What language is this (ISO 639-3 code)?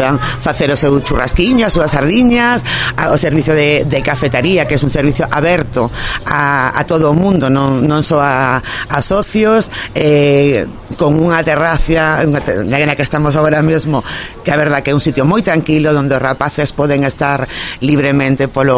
glg